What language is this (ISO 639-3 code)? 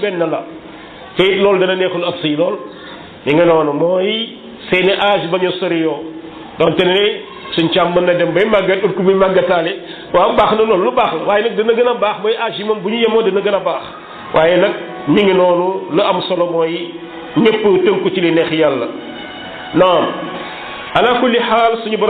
wol